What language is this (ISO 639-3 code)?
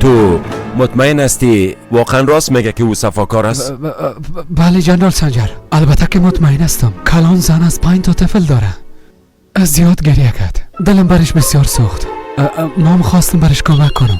fas